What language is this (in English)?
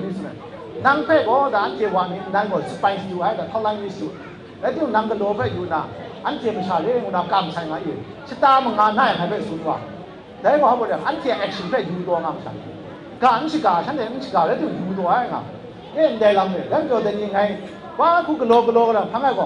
Kachin